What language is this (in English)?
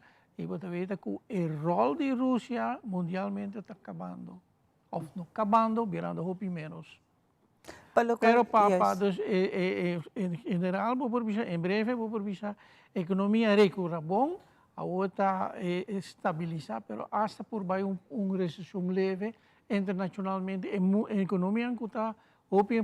Papiamento